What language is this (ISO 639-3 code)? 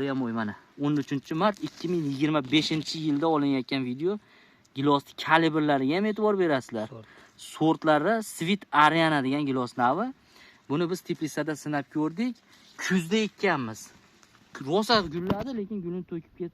uzb